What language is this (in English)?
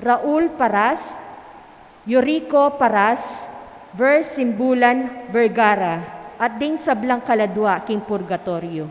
Pampanga